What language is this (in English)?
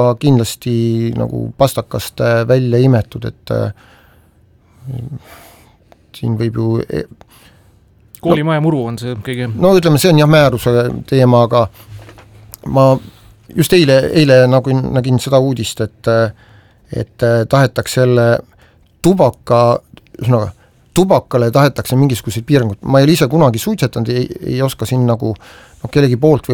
Estonian